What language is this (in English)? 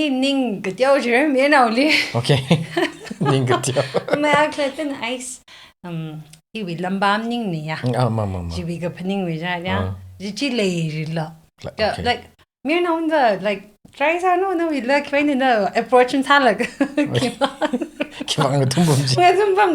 Tangkhul Naga (India)